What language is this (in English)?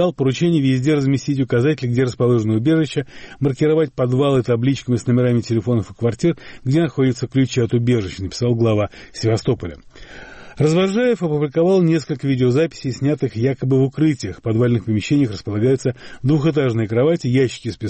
Russian